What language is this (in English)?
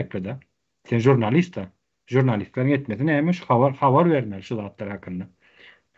Turkmen